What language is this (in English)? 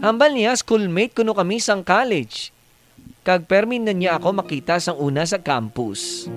Hiligaynon